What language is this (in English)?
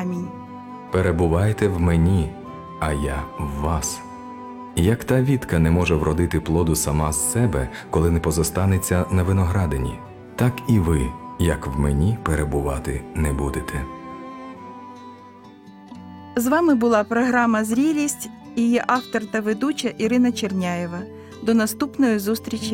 Ukrainian